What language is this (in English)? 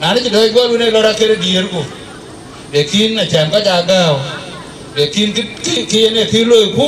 Dinka